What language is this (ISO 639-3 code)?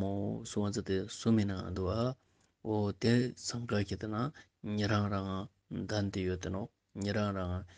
lbj